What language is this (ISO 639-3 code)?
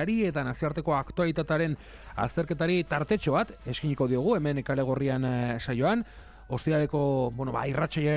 eus